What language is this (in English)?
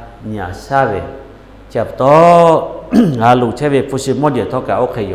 Lahu